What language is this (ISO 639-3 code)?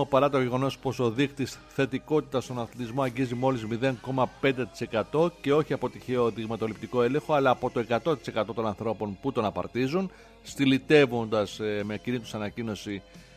ell